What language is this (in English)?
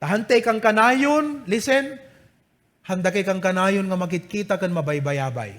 Iloko